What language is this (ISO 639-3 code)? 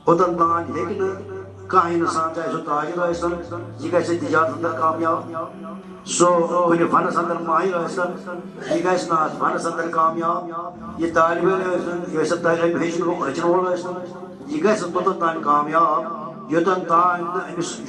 kas